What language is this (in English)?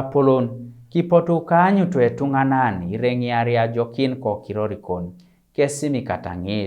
Teso